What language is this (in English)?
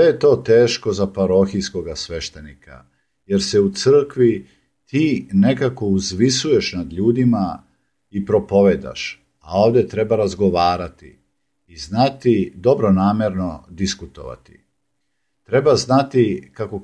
Serbian